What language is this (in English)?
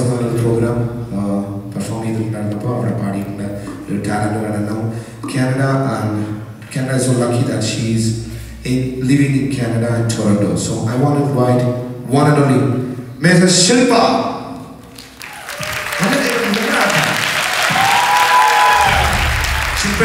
Malayalam